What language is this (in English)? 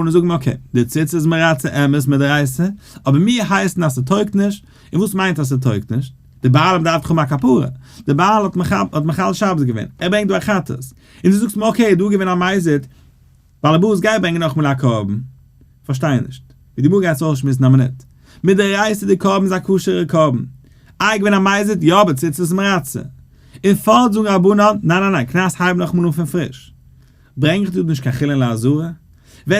Yiddish